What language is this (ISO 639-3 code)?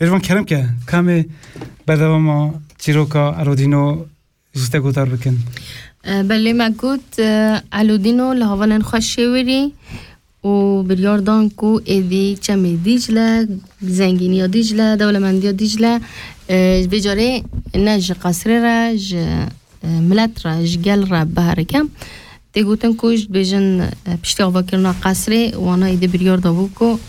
kur